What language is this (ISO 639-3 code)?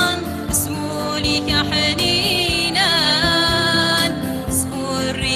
kab